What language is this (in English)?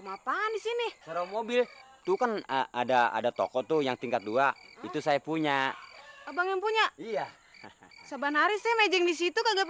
Betawi